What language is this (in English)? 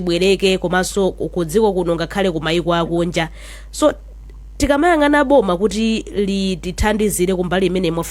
Nyanja